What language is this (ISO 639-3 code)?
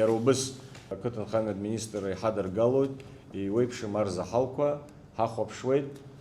abk